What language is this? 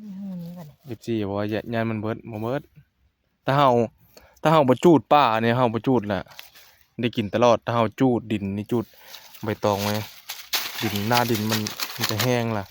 Northeastern Thai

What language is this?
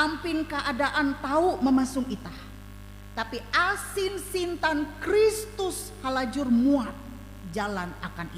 Ngaju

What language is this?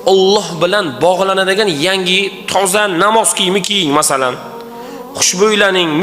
Uzbek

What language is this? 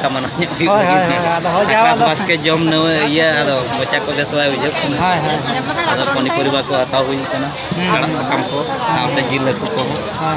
Santali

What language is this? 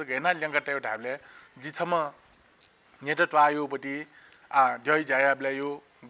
Newari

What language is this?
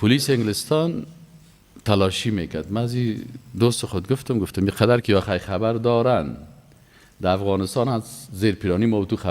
Persian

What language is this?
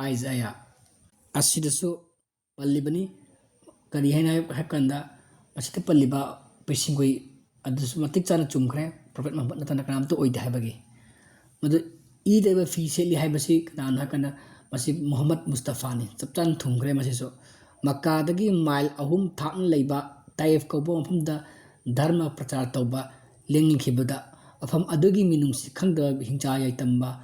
Manipuri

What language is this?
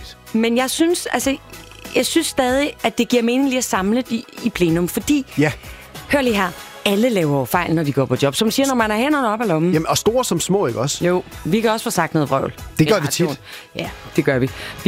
Danish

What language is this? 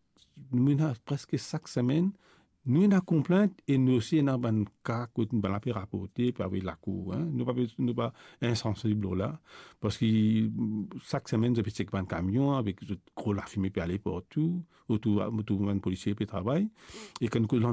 Morisyen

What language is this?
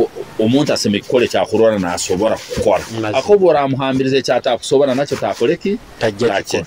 Nyoro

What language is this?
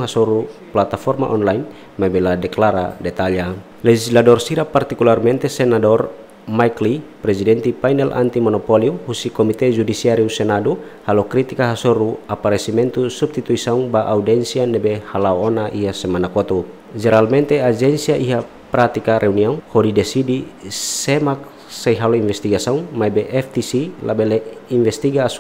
Tetum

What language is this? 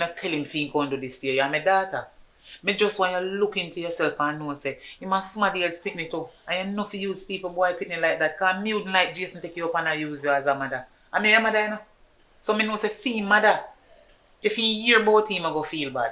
Jamaican Creole English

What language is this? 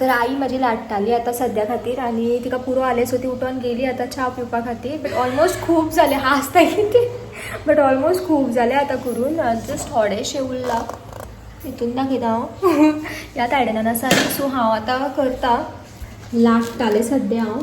Konkani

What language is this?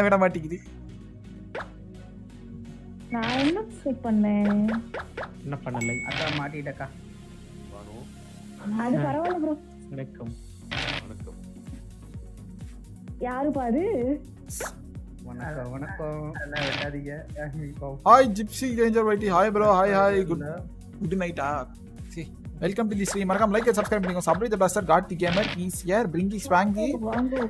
Tamil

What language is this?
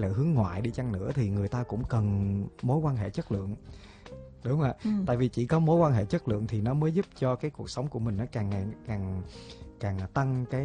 Vietnamese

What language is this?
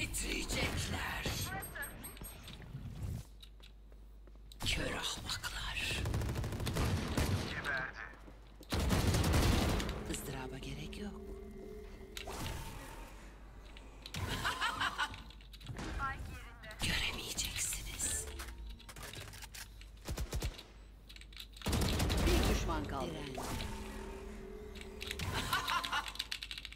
Turkish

